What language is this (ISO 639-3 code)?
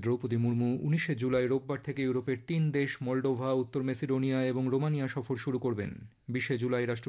ben